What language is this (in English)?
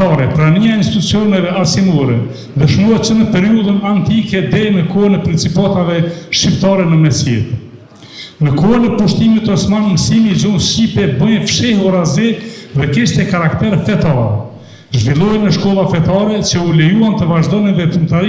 Albanian